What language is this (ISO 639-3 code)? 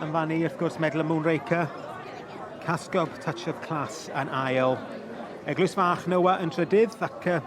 cym